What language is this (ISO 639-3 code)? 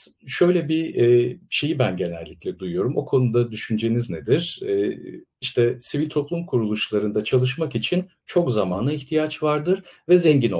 tur